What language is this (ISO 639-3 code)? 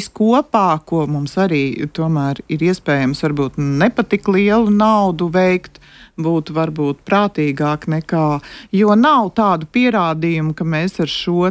lav